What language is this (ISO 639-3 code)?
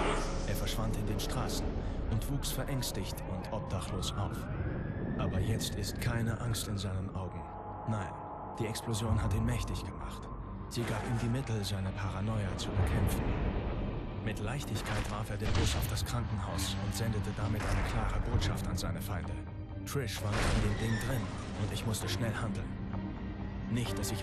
deu